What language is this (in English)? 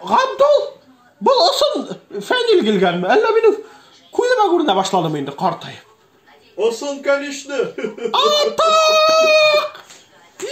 Bashkir